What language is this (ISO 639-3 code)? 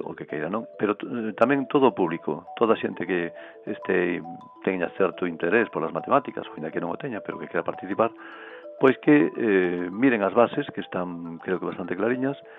glg